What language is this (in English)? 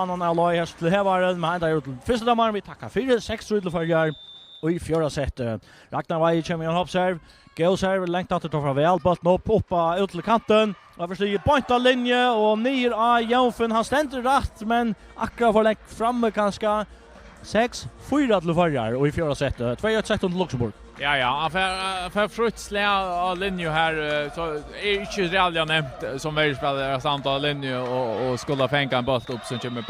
Faroese